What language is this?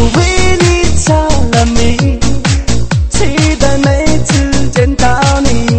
Chinese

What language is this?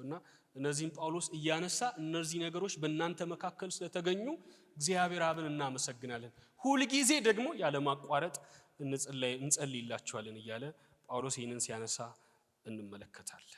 Amharic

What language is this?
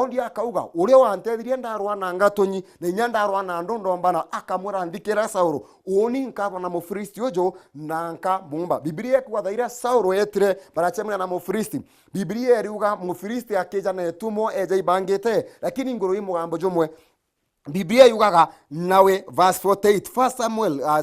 Meru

